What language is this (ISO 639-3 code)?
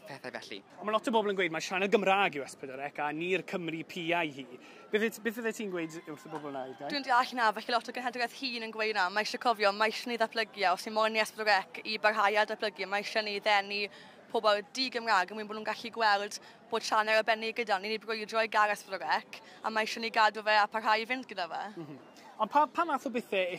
cym